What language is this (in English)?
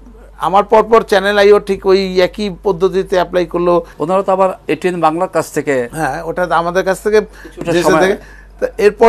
Bangla